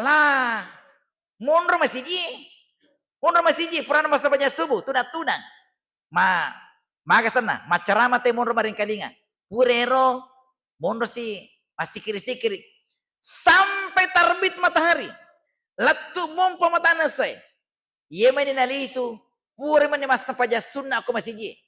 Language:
Buginese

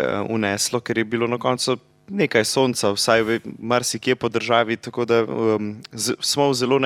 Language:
Slovenian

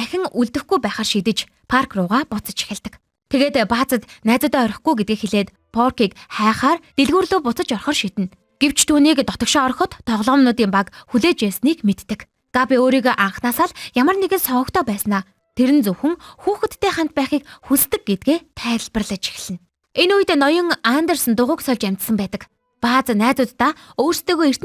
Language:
Mongolian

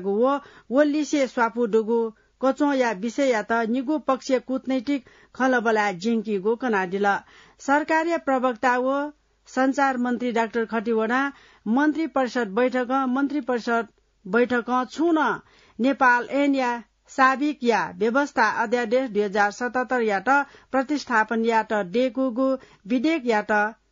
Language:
Newari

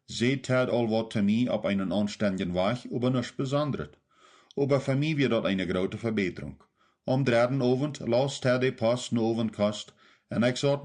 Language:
Plautdietsch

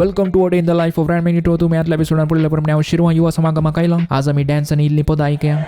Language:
Konkani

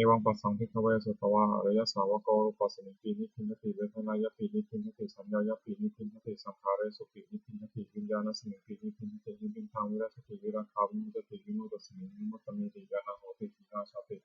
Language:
Pali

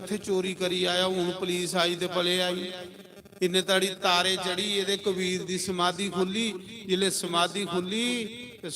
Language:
Dogri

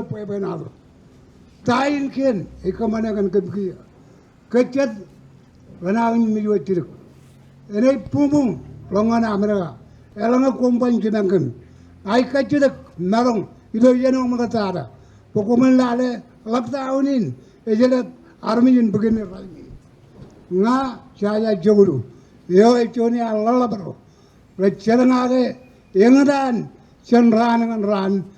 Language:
Marshallese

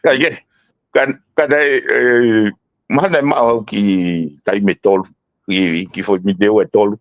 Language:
Tongan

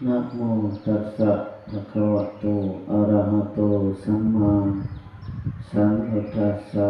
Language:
Pali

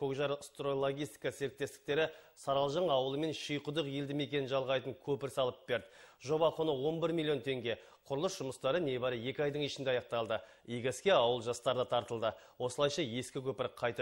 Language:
Kazakh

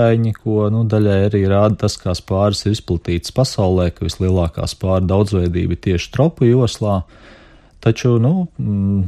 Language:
Latvian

